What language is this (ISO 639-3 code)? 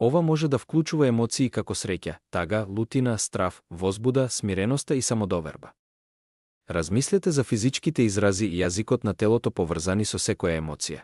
mkd